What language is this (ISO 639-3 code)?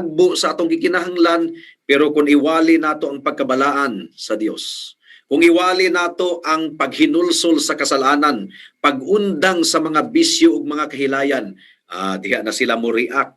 ceb